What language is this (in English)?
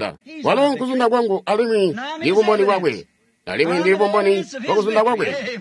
Tonga (Zambia)